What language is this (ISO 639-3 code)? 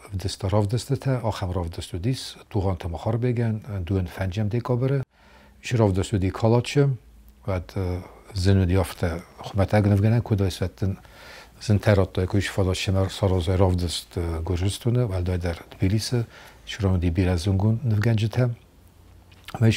oss